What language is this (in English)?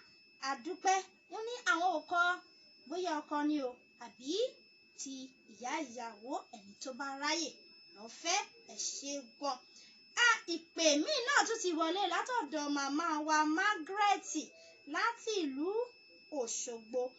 Yoruba